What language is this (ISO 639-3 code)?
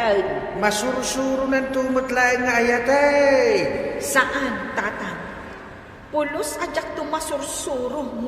ilo